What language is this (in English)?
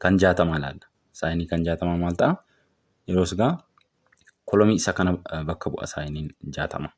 Oromo